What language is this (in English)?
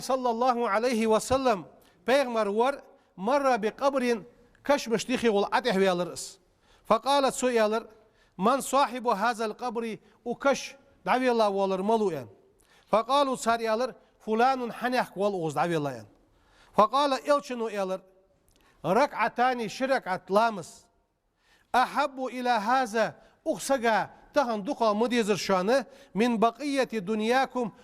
Ingush